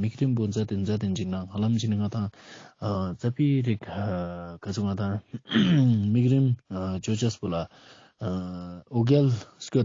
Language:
Ladakhi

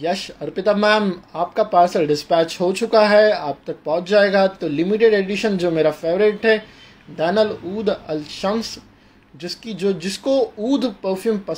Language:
Hindi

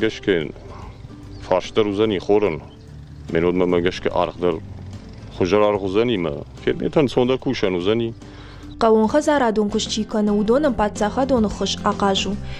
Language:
Ossetic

